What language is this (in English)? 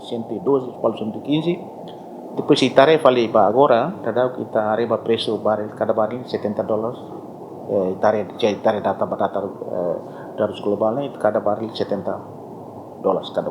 Tetum